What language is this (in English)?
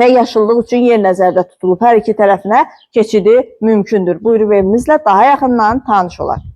Azerbaijani